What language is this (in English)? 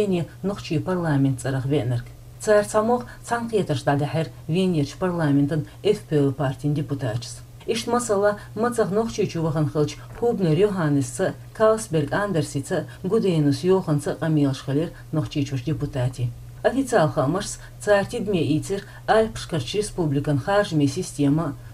Chechen